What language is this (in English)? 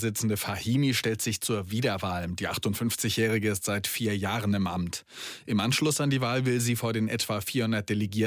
German